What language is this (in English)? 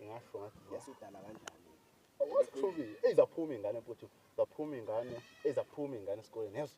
Zulu